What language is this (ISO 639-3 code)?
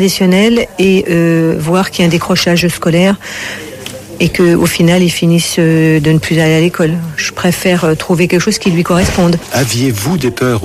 fra